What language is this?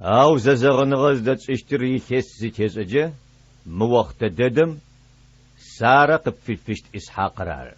Adyghe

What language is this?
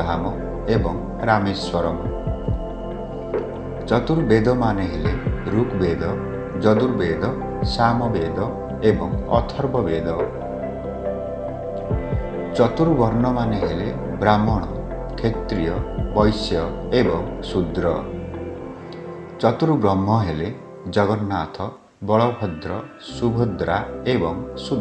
Odia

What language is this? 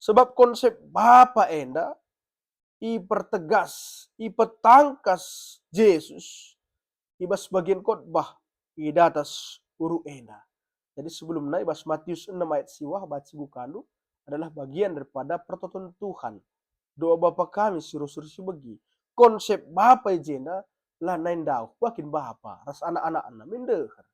Batak Karo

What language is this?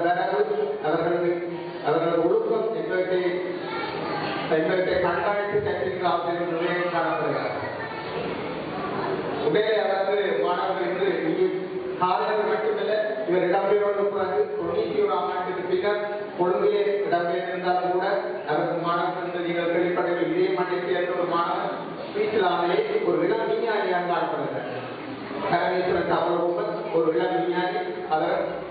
Tamil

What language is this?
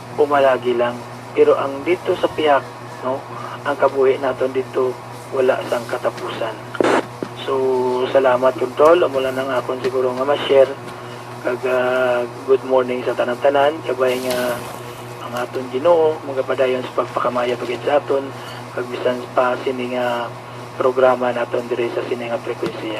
Hiligaynon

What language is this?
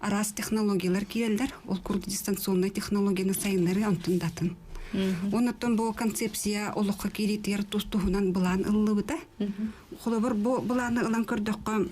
Yakut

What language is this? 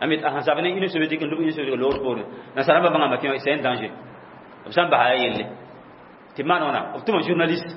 Mossi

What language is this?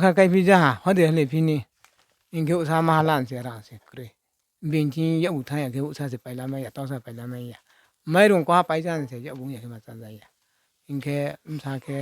Riang (India)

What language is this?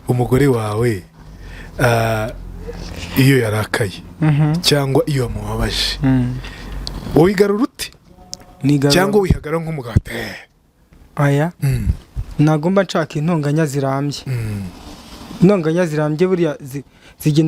Kinyarwanda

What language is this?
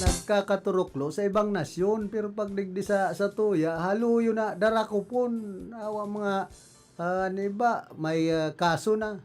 Bikol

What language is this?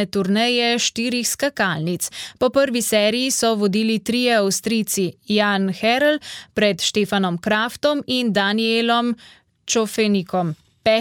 Slovenian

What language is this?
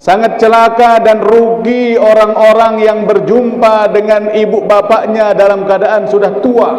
Sasak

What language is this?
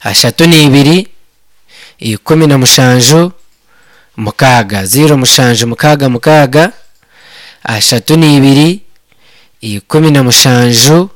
Nyankole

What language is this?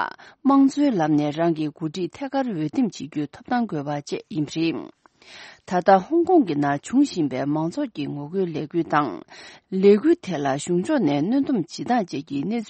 Tibetan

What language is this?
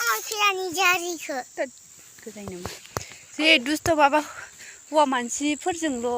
Bodo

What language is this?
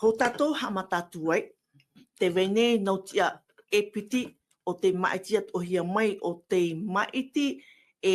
Tahitian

